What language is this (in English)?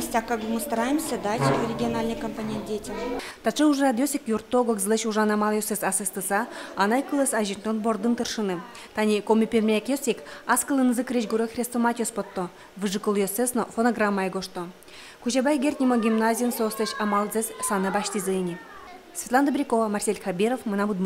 Udmurt